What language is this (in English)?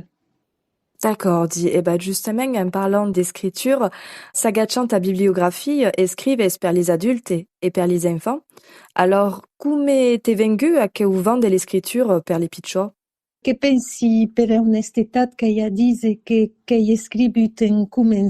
Occitan